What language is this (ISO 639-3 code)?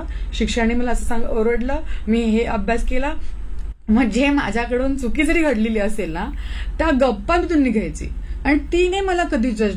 mar